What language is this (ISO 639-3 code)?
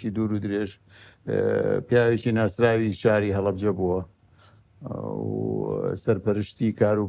ckb